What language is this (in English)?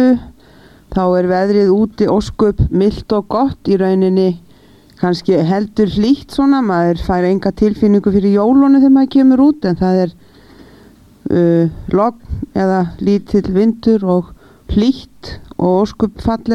Icelandic